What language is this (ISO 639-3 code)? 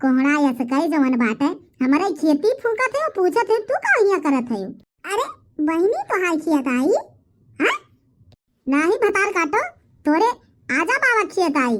awa